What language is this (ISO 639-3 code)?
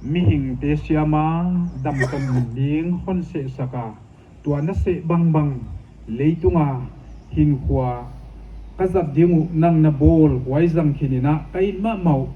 pck